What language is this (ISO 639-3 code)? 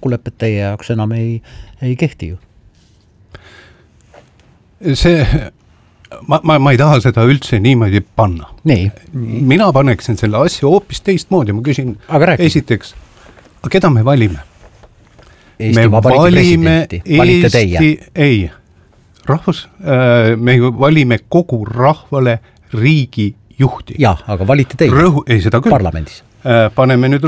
est